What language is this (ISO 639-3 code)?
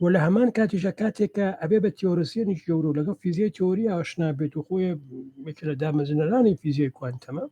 ckb